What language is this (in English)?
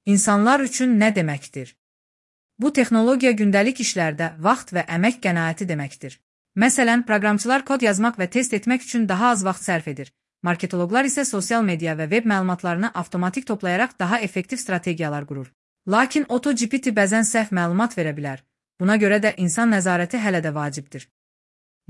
Azerbaijani